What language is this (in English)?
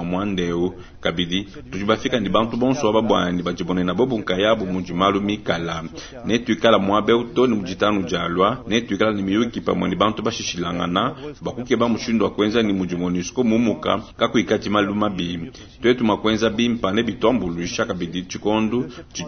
Luba-Lulua